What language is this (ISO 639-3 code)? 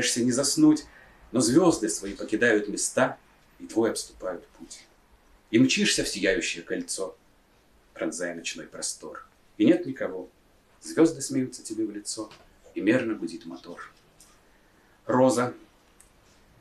rus